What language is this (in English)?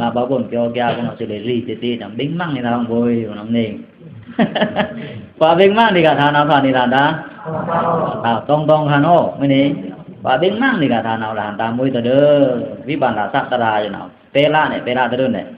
Pa'o Karen